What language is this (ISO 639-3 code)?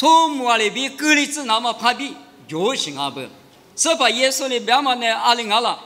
lis